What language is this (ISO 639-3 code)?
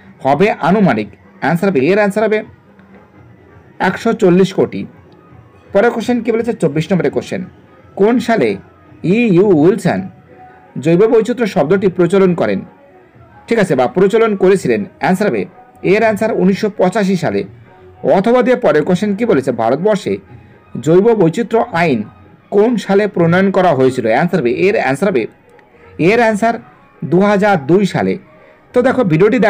ben